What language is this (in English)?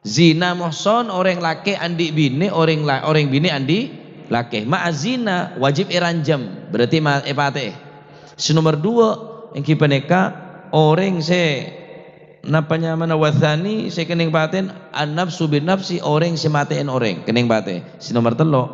Madurese